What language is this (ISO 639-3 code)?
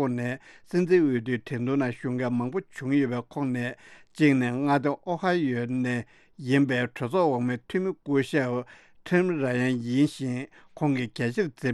bod